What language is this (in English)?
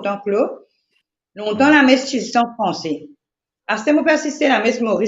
Morisyen